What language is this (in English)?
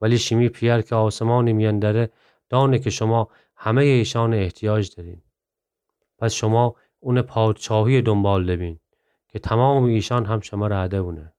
Gilaki